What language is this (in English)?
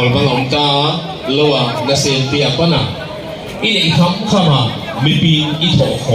Paite Chin